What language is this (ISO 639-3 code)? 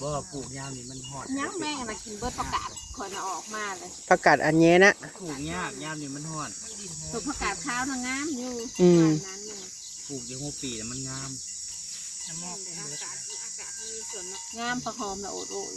tts